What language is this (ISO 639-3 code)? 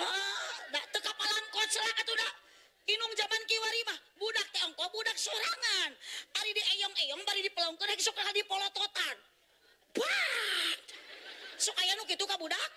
sun